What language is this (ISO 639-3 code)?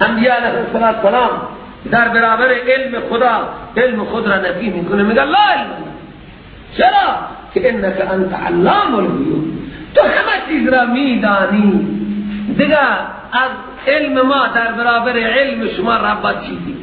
fas